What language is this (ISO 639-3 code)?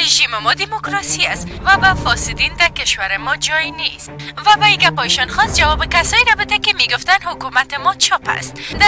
fas